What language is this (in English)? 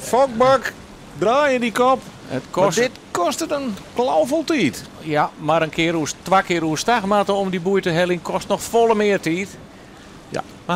Western Frisian